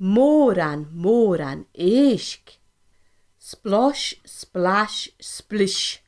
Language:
Scottish Gaelic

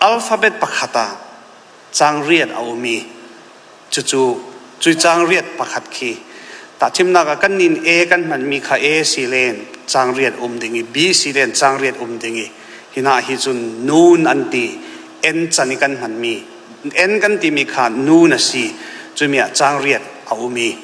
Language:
Falam Chin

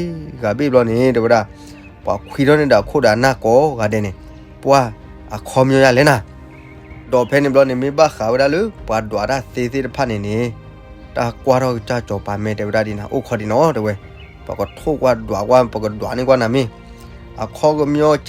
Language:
S'gaw Karen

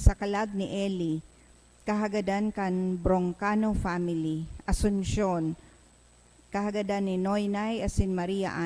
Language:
Bikol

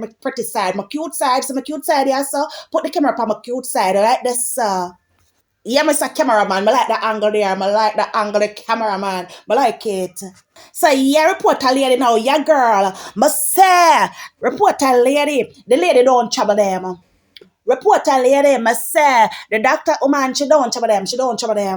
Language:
Jamaican Creole English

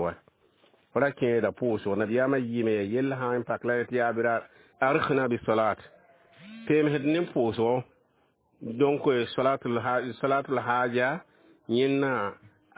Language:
Mossi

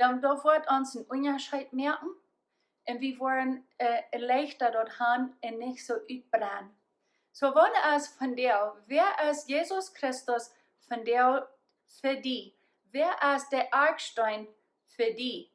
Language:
Plautdietsch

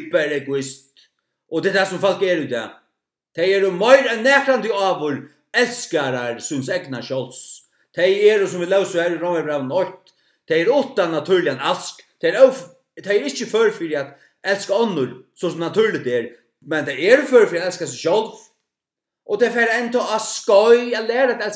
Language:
Faroese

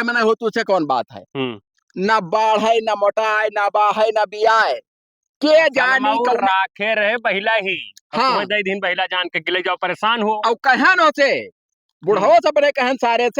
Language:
Awadhi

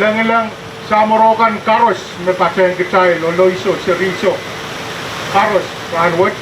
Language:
Pohnpeian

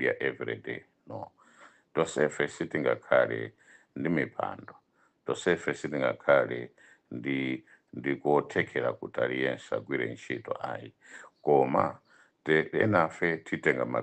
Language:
Nyanja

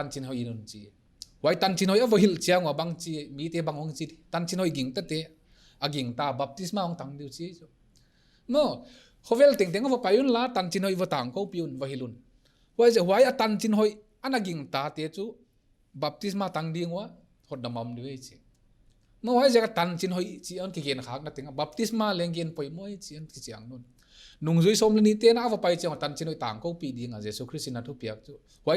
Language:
Paite Chin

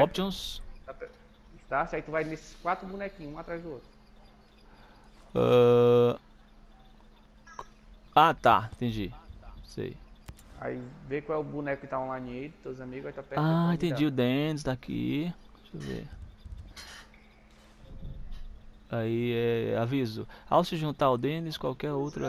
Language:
Portuguese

